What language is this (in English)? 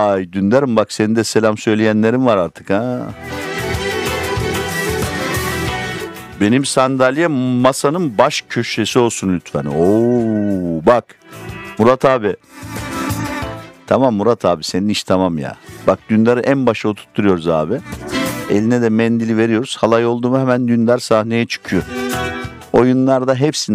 Turkish